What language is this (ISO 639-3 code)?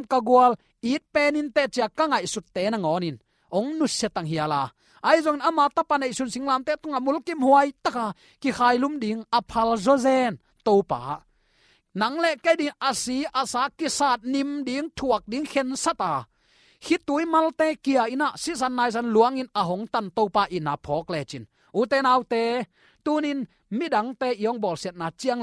ctd